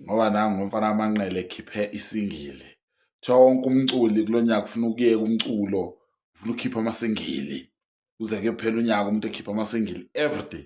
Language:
Zulu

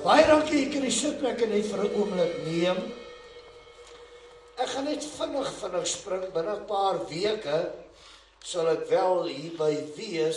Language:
Afrikaans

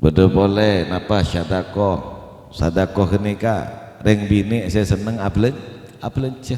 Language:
Madurese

